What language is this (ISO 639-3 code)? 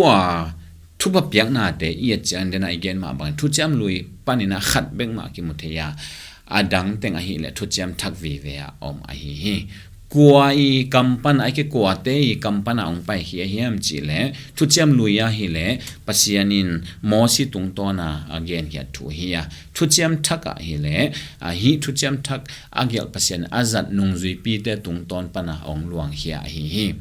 ctd